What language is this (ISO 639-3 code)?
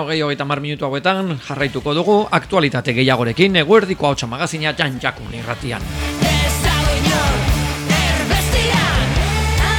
eus